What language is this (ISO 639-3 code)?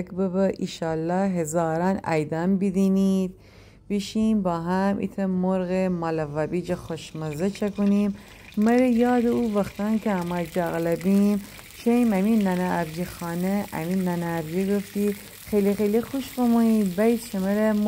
glk